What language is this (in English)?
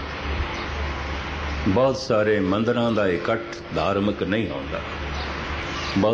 Punjabi